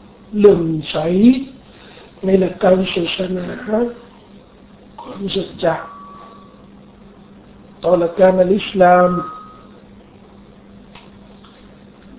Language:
Thai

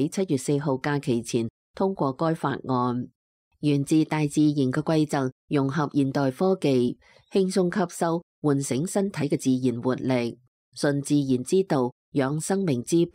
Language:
Cantonese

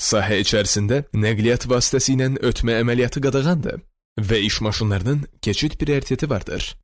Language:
Azerbaijani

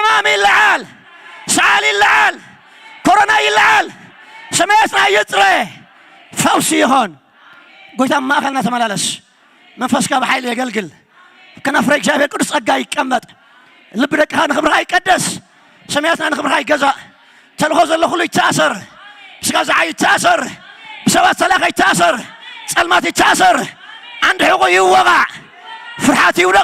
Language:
Tigrinya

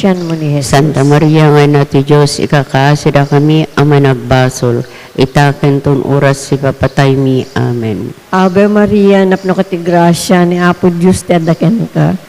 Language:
Iloko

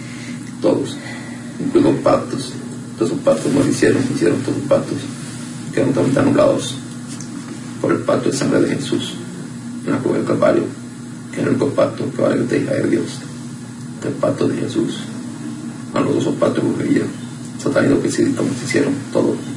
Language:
Spanish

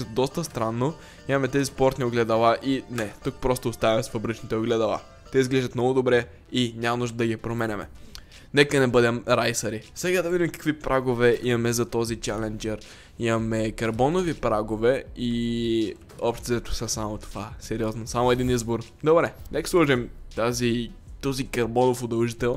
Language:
Bulgarian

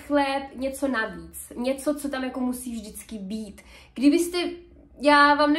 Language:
Czech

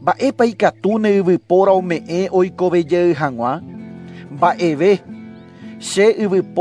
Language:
Guarani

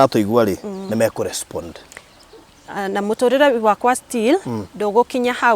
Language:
Kikuyu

